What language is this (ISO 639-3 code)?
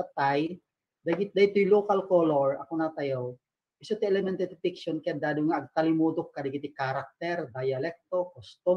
ilo